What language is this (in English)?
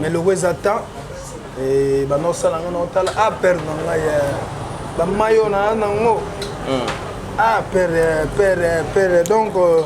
Lingala